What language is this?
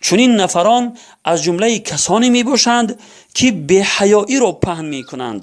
Tajik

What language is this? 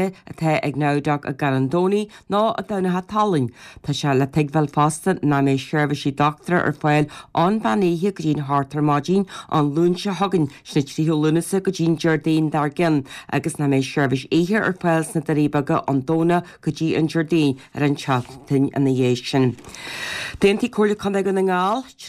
Irish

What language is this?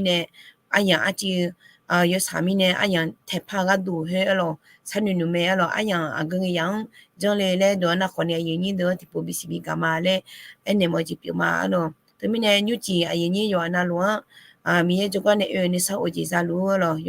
Akha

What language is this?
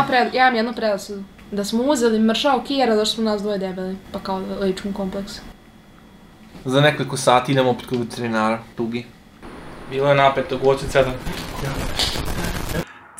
Croatian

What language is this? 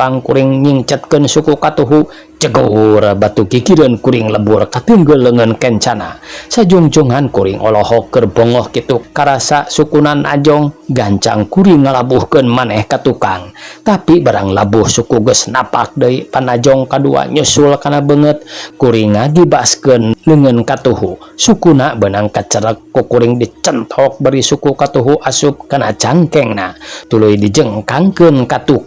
Sundanese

